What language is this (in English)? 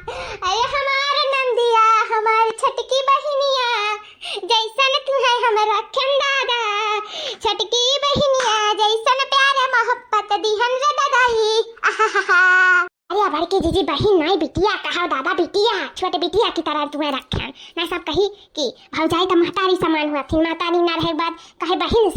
Awadhi